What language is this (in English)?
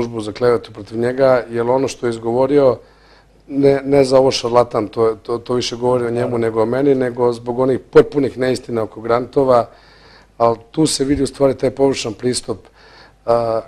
Bosnian